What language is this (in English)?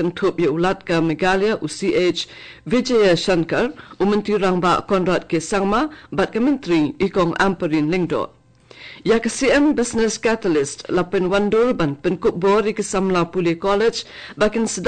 Khasi